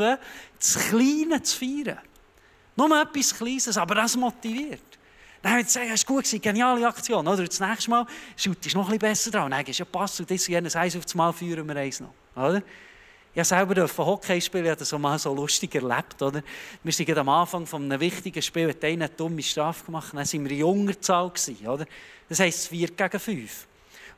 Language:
Swiss German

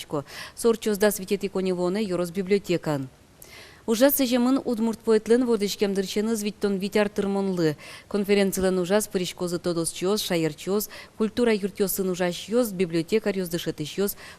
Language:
Udmurt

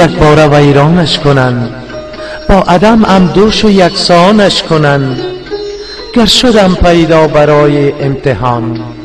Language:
Persian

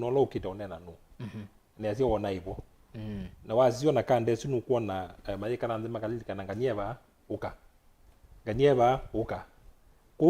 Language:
Kamba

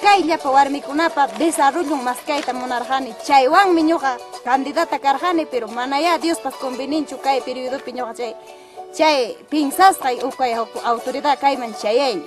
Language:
Ayacucho Quechua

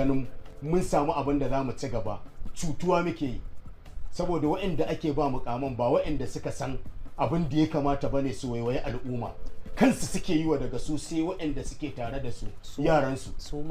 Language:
Hausa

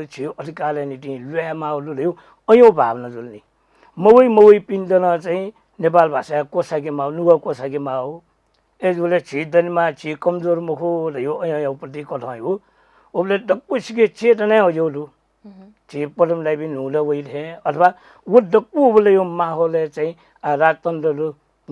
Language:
Newari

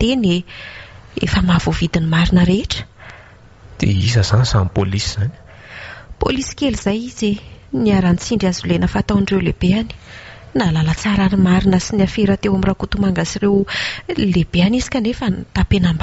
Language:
Malagasy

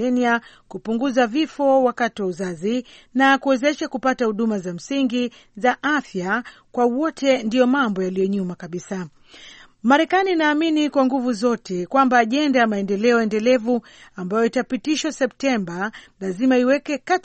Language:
Swahili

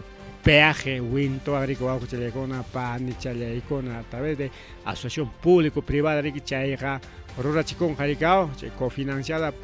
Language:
Ayacucho Quechua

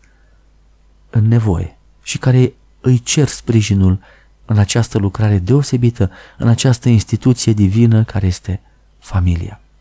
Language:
Romanian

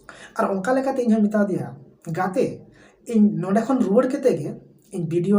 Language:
Santali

